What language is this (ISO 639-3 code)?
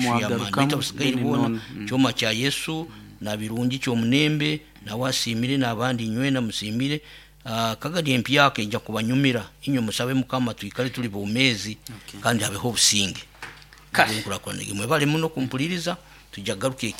nyo